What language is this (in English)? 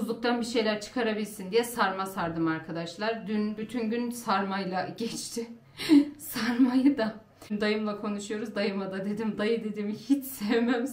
Turkish